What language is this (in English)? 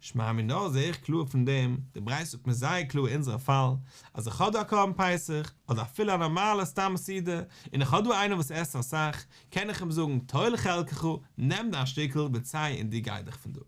Yiddish